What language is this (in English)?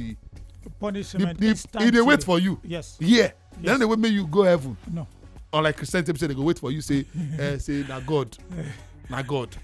Nigerian Pidgin